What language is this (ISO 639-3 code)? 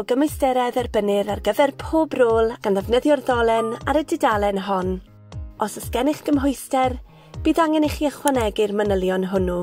cym